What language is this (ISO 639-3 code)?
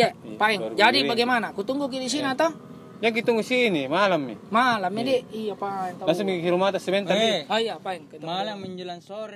mfp